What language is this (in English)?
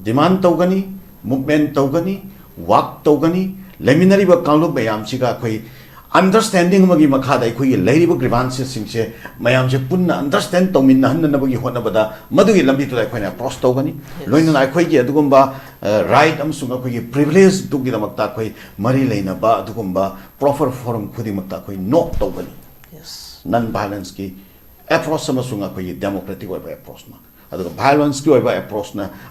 Manipuri